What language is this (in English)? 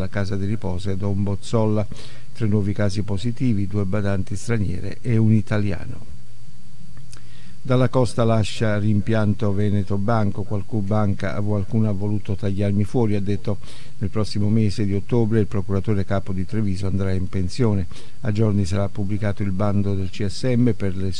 Italian